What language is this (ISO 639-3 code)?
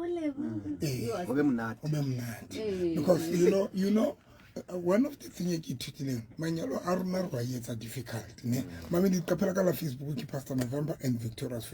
sot